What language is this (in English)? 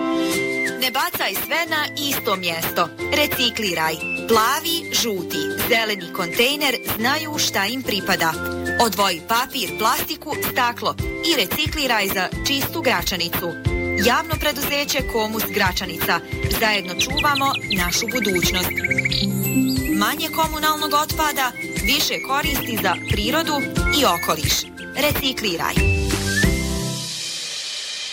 Bosnian